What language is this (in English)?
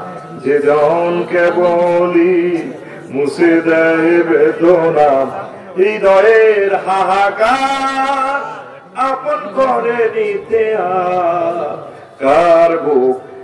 Bangla